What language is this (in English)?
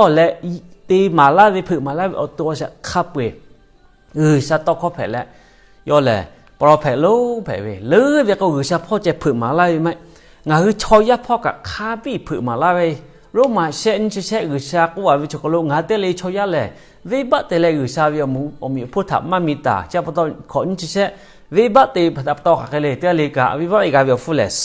Lahu